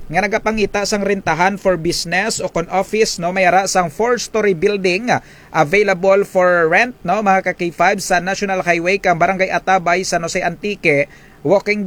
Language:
Kinaray-a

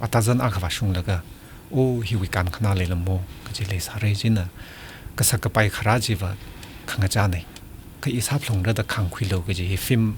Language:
Tangkhul Naga (India)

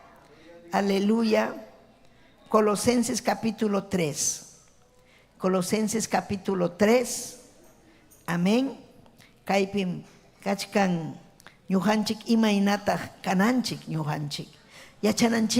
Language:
Ayacucho Quechua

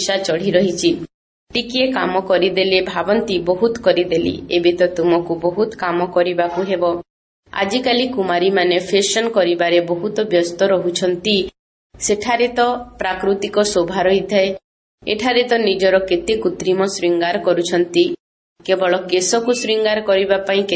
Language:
Odia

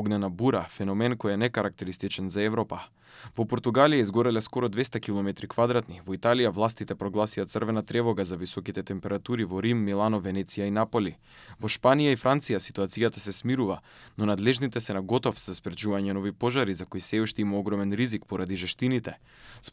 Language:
Macedonian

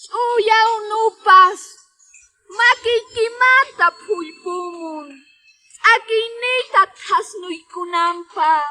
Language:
Quechua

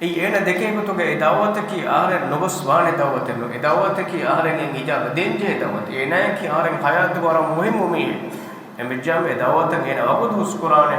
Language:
Divehi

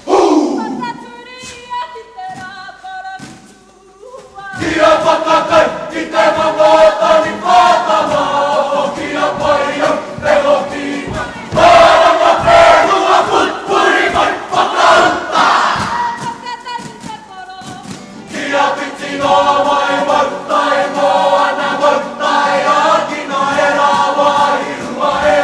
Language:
Māori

